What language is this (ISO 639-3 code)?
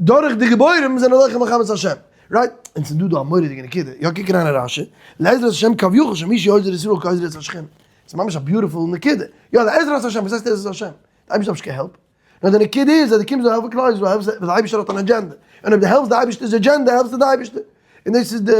yid